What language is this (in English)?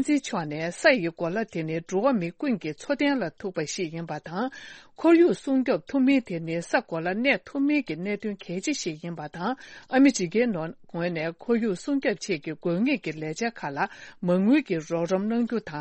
Tibetan